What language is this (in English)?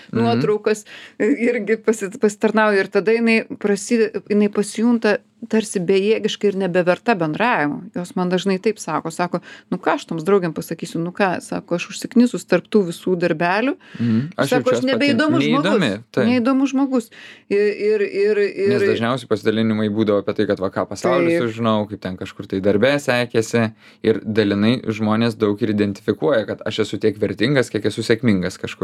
Lithuanian